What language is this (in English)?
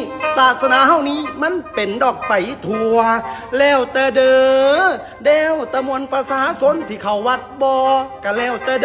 Northeastern Thai